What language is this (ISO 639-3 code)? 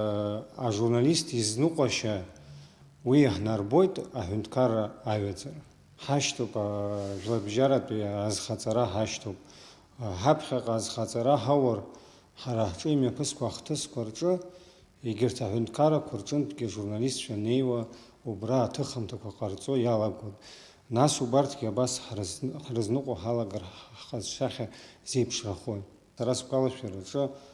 abk